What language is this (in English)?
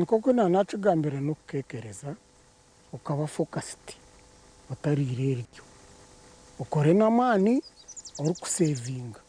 Nyankole